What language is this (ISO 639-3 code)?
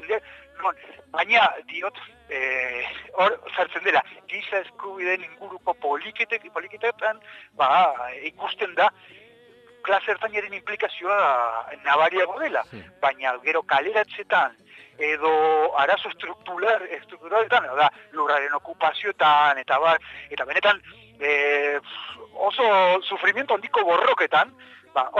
eus